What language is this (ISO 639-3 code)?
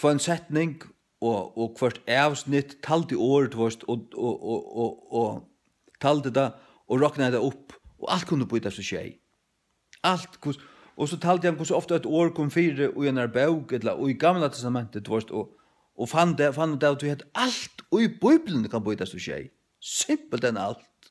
fao